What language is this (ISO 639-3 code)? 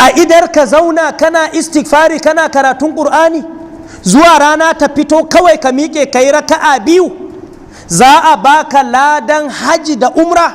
hau